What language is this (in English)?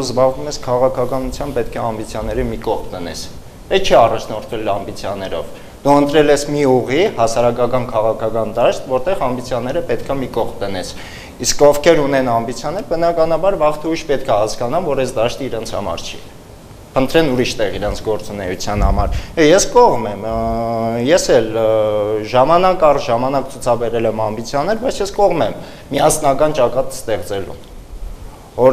Armenian